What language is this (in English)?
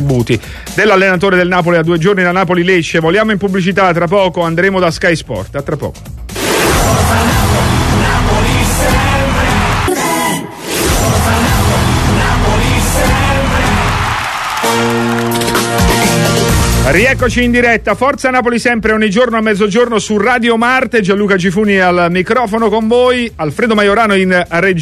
Italian